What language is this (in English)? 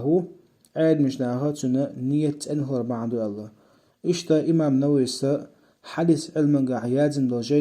Chechen